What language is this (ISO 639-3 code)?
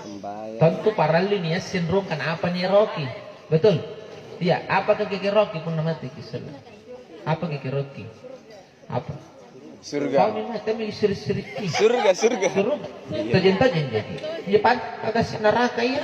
mak